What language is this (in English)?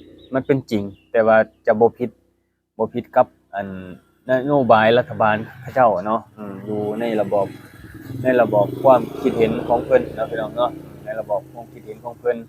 Lao